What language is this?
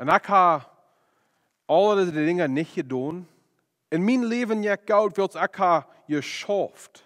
Plautdietsch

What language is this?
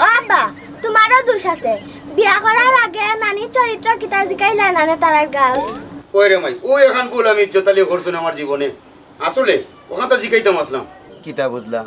Sylheti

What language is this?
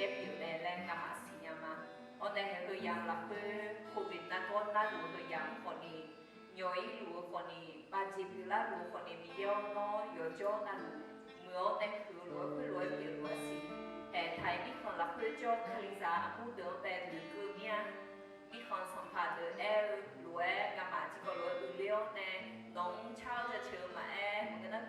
Akha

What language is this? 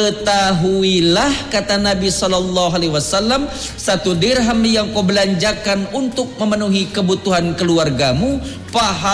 Indonesian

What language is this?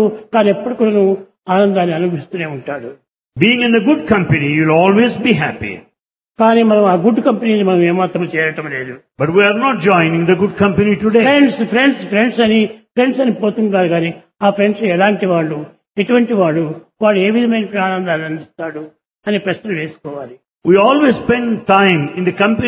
Telugu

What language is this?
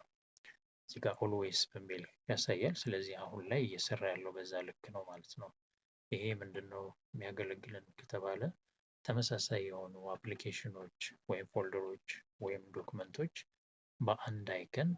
Amharic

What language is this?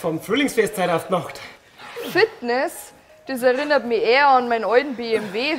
Bavarian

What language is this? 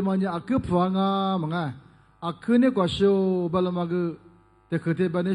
Lisu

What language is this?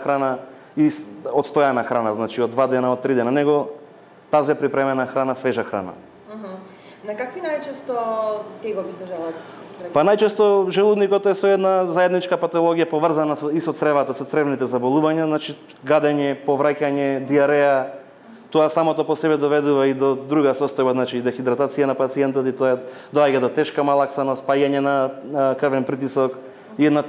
Macedonian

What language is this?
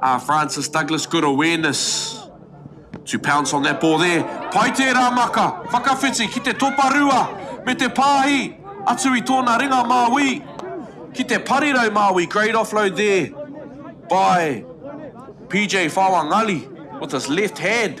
Māori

